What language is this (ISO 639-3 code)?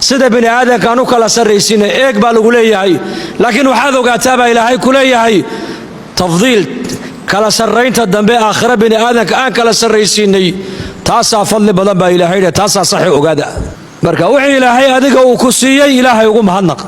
som